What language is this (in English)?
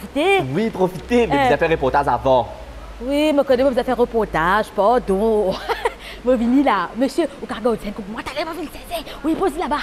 Morisyen